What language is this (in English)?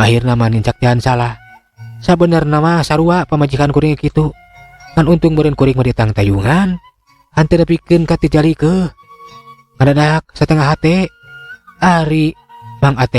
Sundanese